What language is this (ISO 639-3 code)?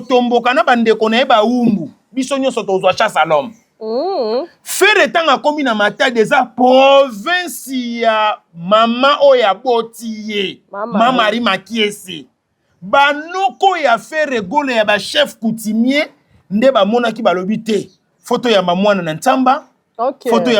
lin